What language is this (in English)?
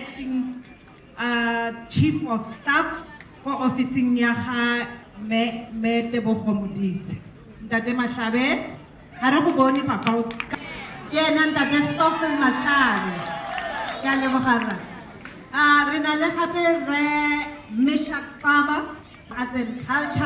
Tswana